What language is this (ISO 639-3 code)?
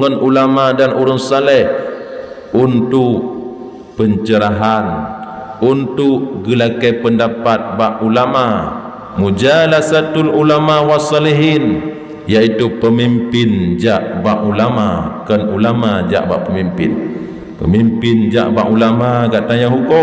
ace